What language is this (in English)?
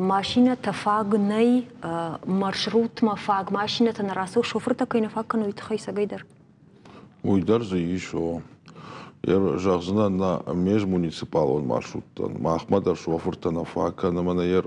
Ossetic